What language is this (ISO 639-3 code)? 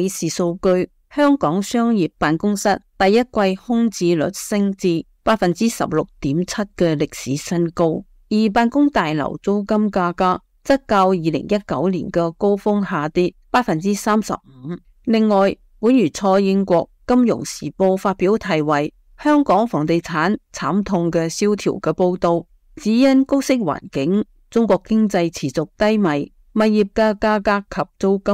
yue